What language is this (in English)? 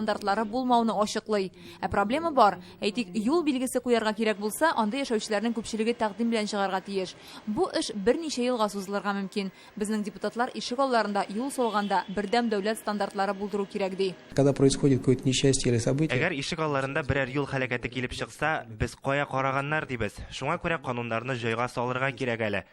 Tatar